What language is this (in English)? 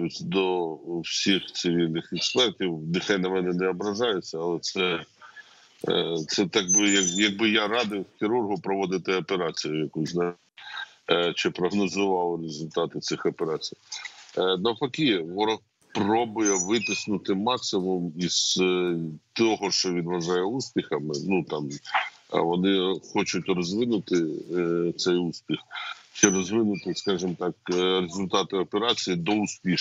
Ukrainian